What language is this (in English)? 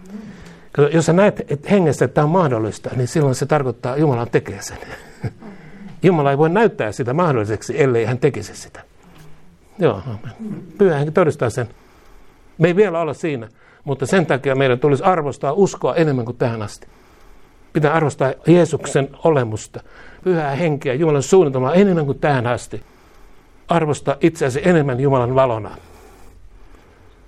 Finnish